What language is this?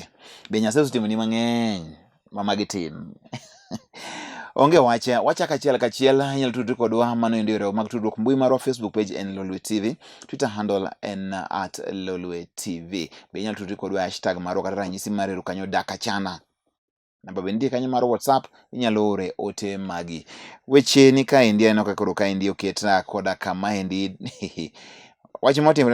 Luo (Kenya and Tanzania)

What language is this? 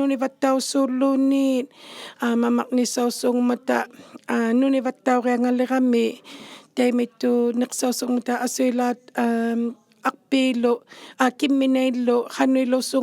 Inuktitut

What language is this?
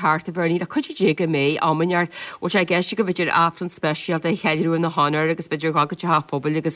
Irish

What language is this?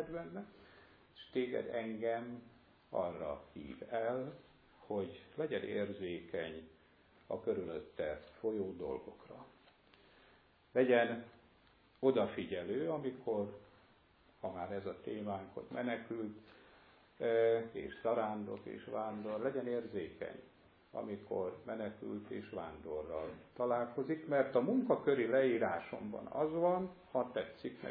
Hungarian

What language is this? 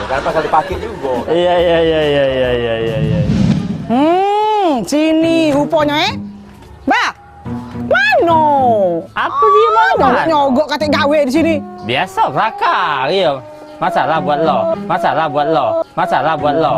Musi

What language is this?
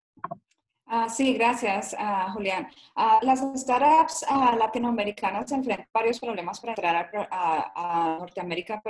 Spanish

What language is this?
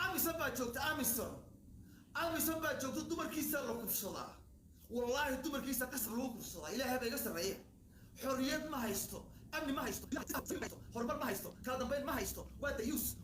Somali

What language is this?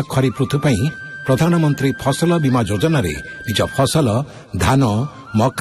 Odia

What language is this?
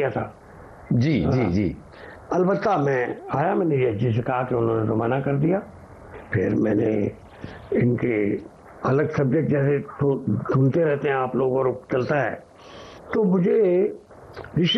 Hindi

